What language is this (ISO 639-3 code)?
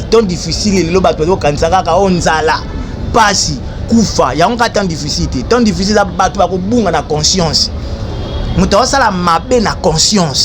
lin